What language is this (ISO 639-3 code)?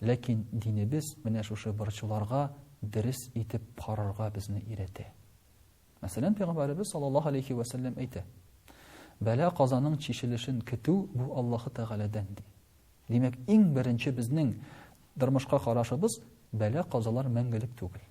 tat